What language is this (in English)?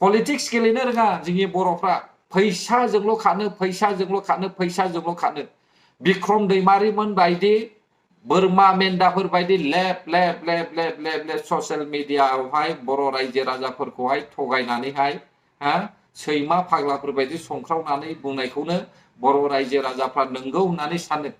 Bodo